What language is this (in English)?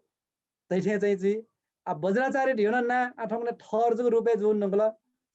Newari